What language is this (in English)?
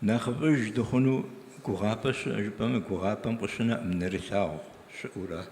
Kabardian